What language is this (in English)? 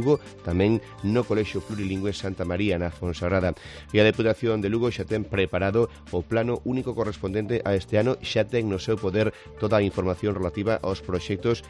Galician